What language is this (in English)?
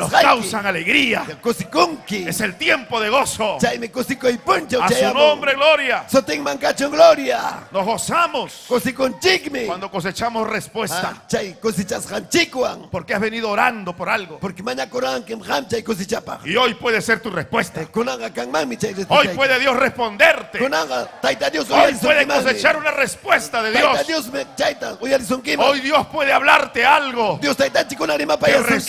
Ayacucho Quechua